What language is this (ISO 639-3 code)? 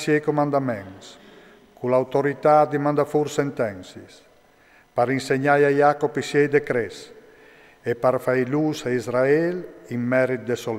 fur